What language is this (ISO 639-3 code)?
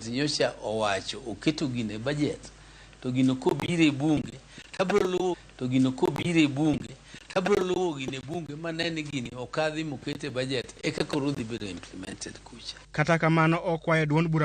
luo